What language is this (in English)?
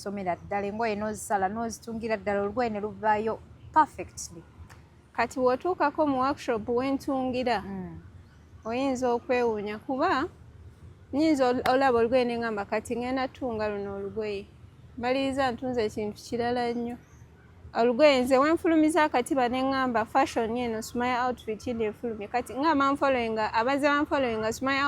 Ganda